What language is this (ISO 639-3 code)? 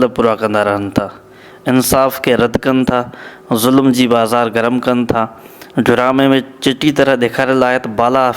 snd